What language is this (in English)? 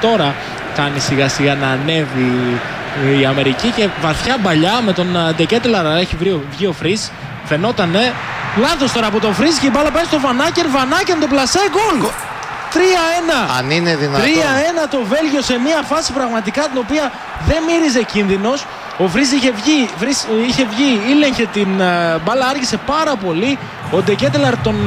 Greek